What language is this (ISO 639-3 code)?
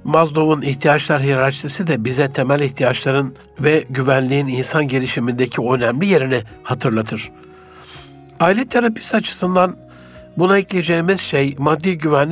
tur